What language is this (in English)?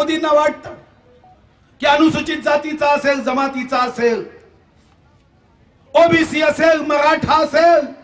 Marathi